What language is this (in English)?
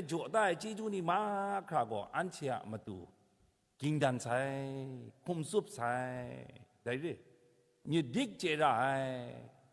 Kachin